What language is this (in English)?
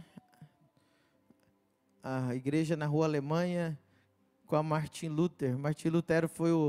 Portuguese